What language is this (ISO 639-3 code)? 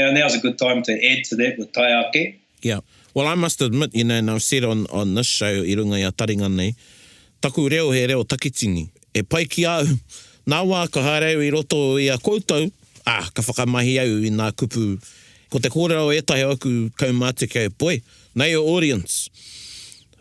mri